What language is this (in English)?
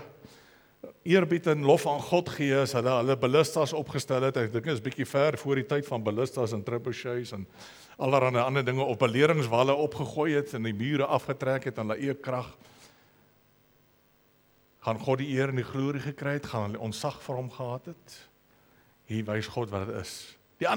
Afrikaans